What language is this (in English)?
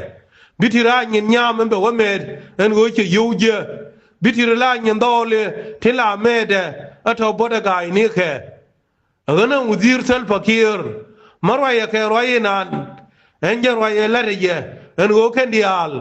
Nuer